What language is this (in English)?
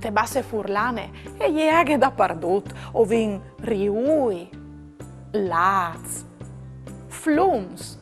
Friulian